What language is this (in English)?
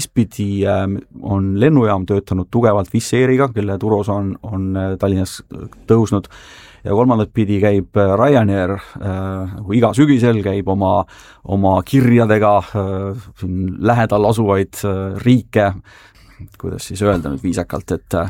Estonian